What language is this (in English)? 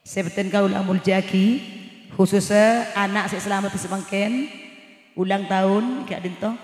Madurese